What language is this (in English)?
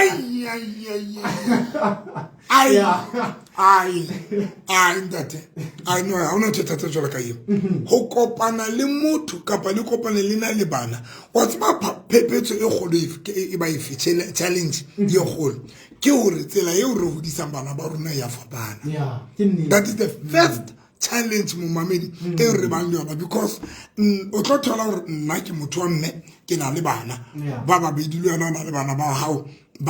Southern Sotho